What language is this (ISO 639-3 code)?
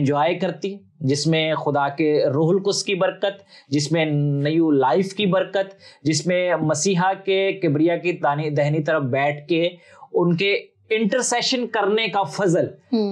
urd